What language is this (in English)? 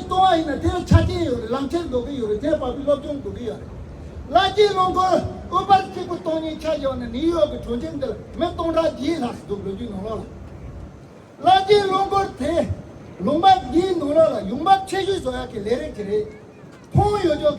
Tibetan